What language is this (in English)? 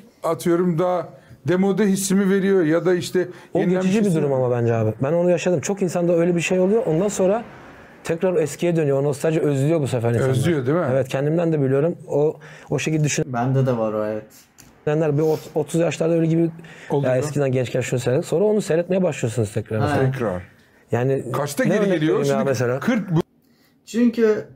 Turkish